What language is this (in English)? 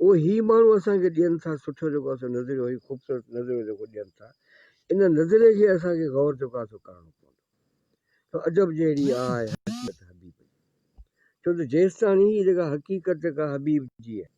Sindhi